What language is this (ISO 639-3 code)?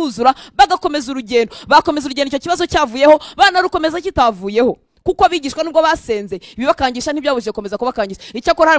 kin